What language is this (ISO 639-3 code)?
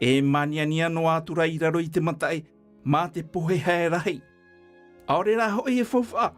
tah